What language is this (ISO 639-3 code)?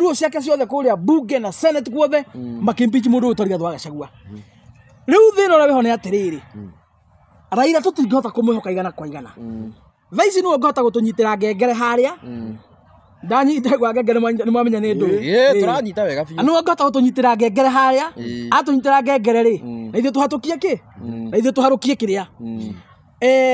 kik